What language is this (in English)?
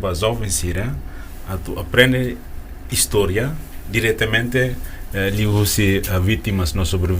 Tetum